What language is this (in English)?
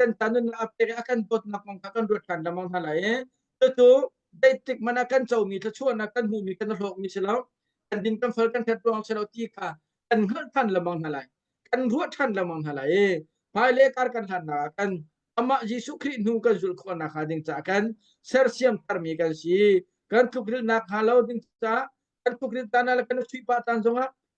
Hakha Chin